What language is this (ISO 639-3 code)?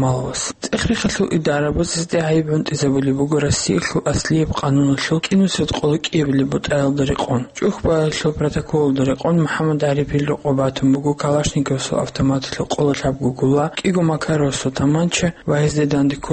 ava